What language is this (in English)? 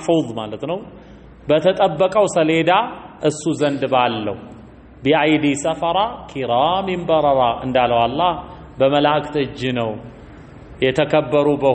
Amharic